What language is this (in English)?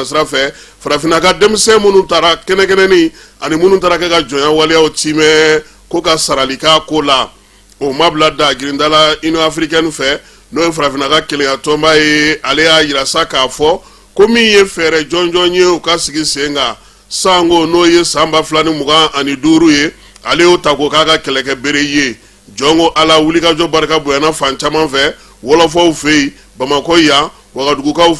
Bambara